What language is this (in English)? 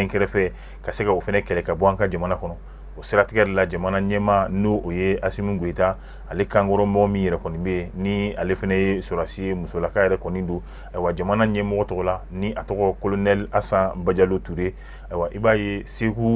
Bambara